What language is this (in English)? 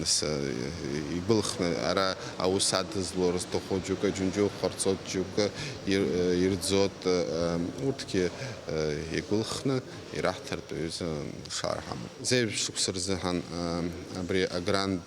Abkhazian